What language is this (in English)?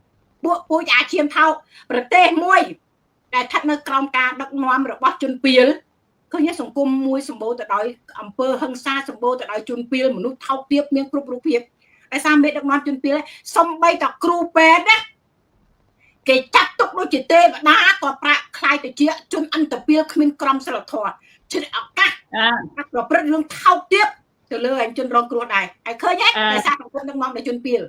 Khmer